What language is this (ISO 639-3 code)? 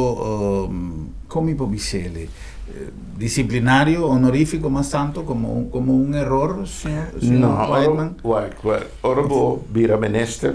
pap